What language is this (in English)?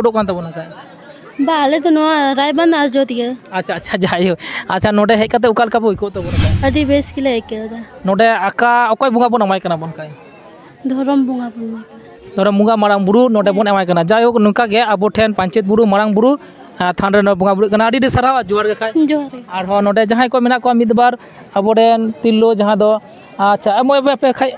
Santali